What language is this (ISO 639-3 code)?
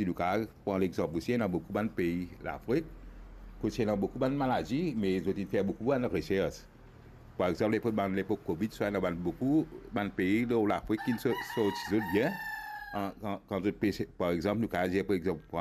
mfe